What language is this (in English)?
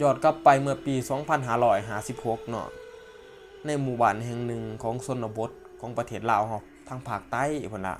Lao